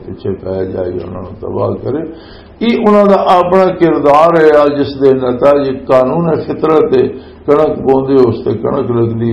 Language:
Western Panjabi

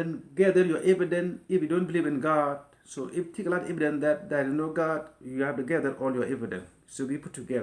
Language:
Nuer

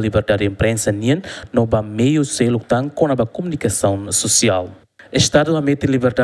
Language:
Tetum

